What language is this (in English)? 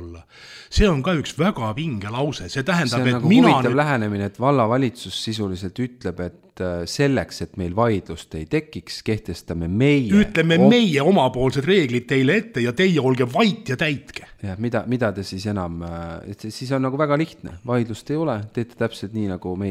Estonian